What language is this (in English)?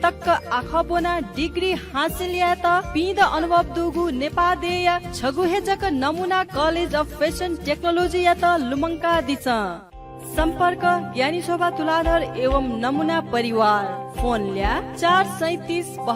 Newari